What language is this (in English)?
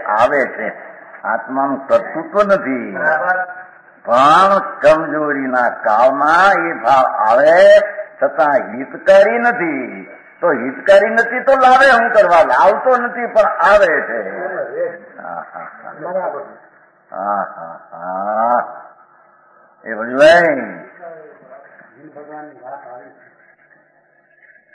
Gujarati